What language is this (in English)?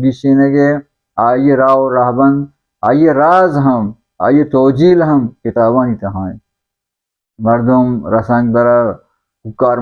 Baluchi